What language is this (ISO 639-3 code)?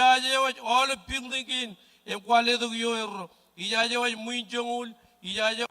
mah